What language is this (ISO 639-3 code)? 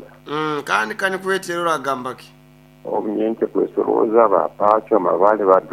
nyn